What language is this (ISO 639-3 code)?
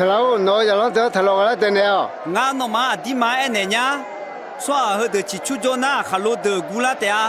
ahk